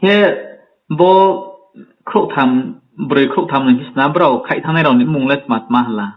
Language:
Riang (India)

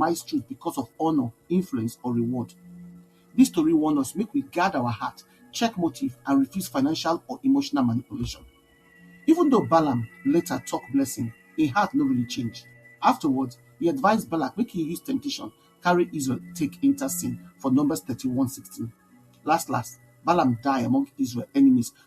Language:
Nigerian Pidgin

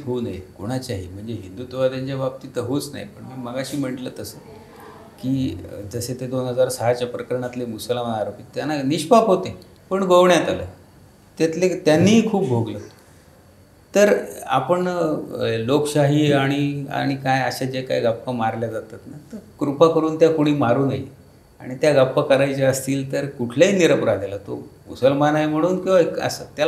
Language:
Marathi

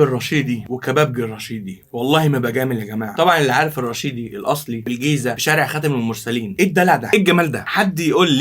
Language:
Egyptian Arabic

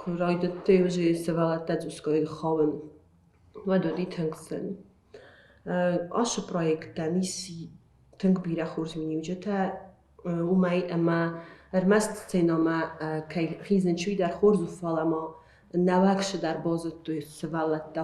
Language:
Ossetic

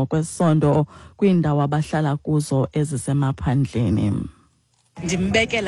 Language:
Xhosa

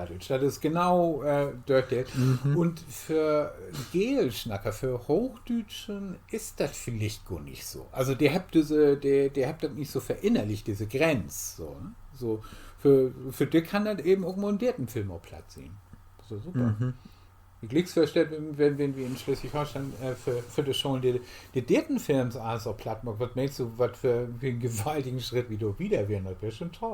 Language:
Low German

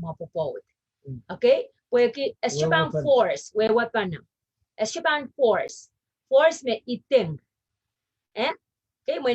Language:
Pohnpeian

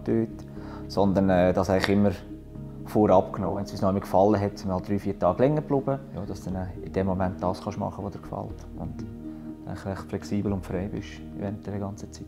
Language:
Swiss German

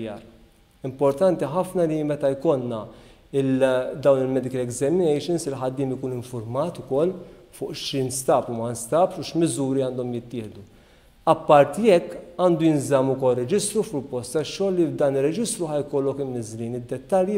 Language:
Maltese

